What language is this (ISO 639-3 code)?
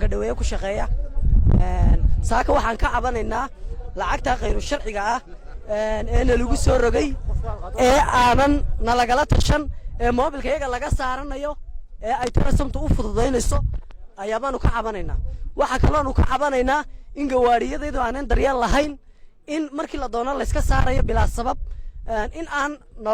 som